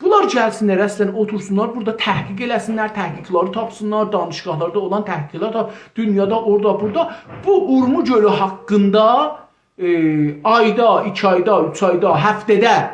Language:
South Azerbaijani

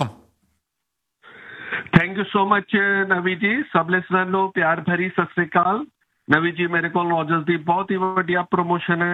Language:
Punjabi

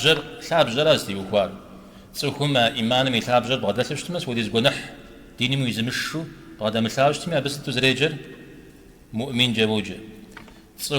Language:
Kabardian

